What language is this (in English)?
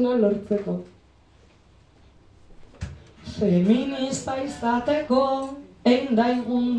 Basque